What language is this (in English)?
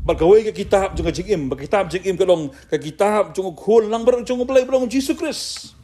Khasi